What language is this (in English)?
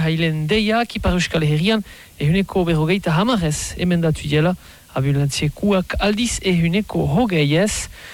Basque